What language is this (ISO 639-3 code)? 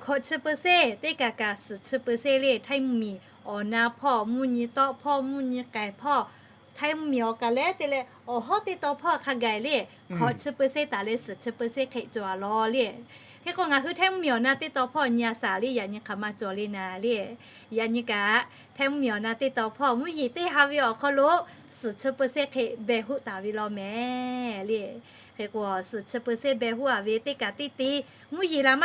lhu